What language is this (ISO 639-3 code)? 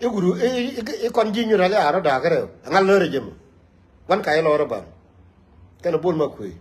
nus